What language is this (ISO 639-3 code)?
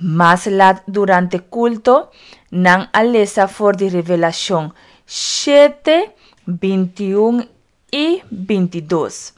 pap